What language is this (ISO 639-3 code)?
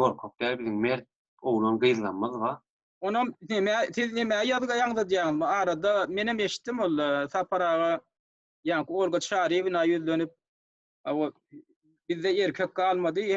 tuk